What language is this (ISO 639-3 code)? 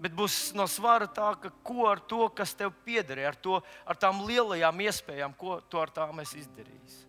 lav